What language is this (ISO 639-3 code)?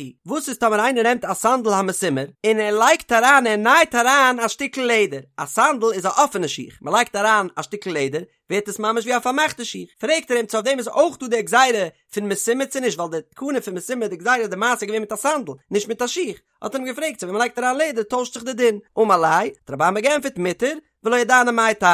yid